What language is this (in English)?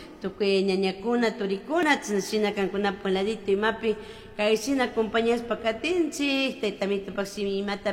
Chimborazo Highland Quichua